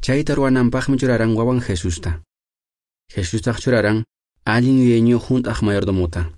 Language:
Quechua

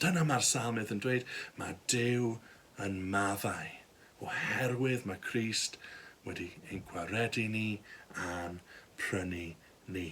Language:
Welsh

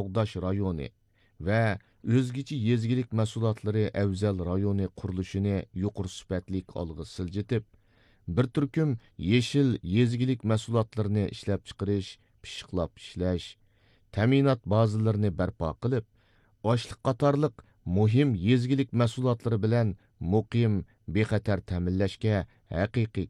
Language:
Uyghur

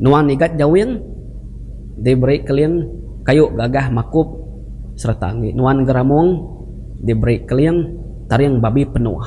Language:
Iban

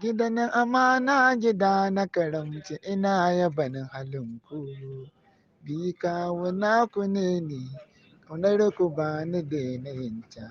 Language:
Hausa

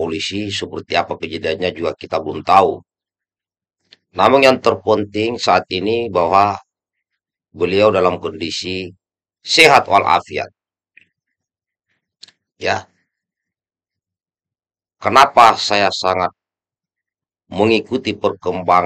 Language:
Indonesian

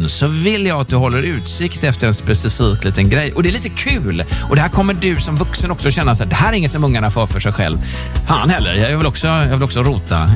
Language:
Swedish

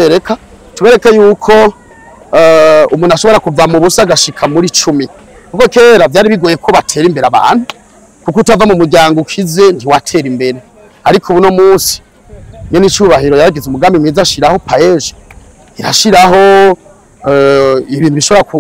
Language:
Rundi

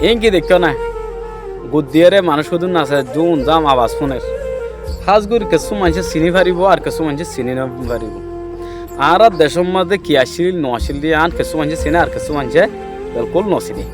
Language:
Rohingya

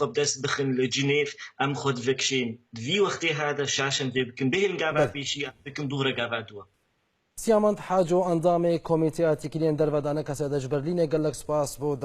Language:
Kurdish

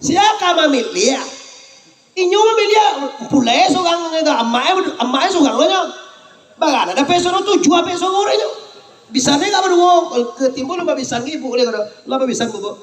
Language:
Minangkabau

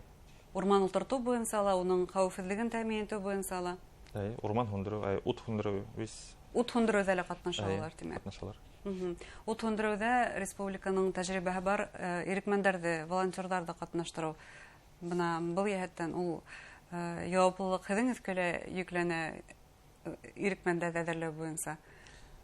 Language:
Bashkir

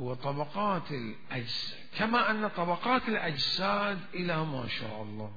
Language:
Mesopotamian Arabic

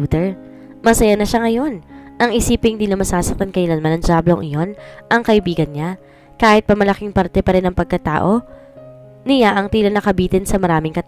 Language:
Filipino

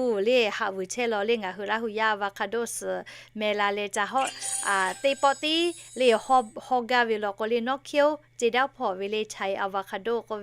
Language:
Lahu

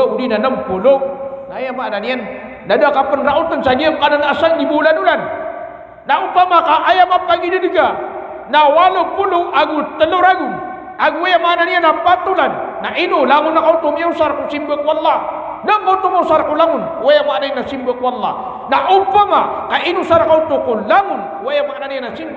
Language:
Maranao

